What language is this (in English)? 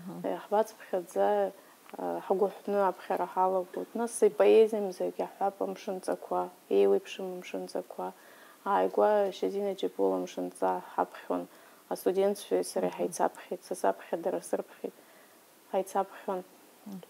Abkhazian